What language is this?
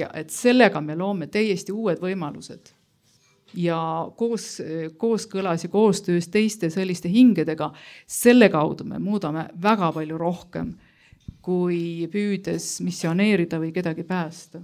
Estonian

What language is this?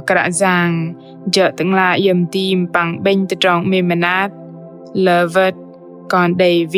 Bahnar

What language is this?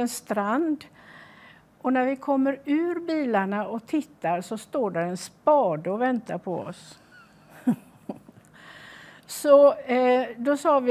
Swedish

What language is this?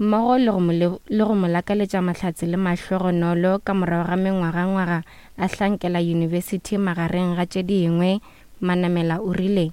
Northern Sotho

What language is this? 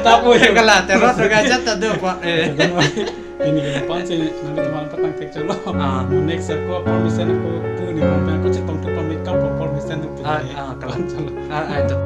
Karbi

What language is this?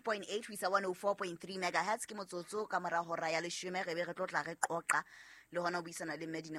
Southern Sotho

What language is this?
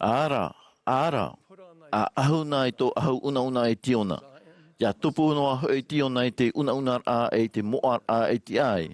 Tahitian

